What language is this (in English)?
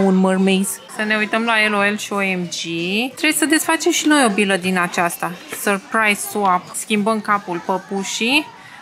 Romanian